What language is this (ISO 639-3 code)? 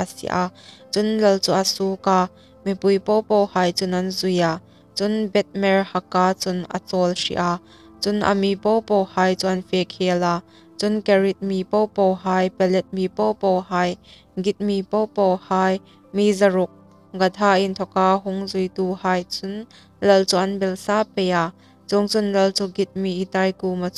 hmr